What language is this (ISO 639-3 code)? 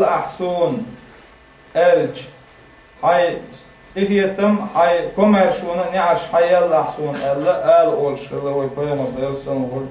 che